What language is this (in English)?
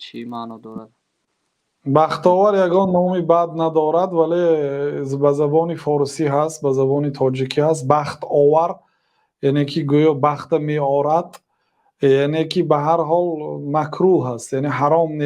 Tajik